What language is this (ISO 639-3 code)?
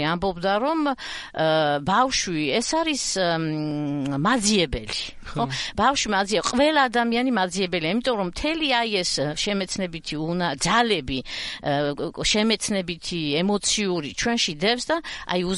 kat